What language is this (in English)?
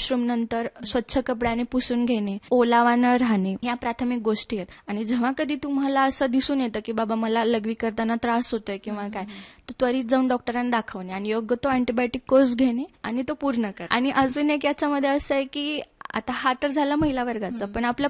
Marathi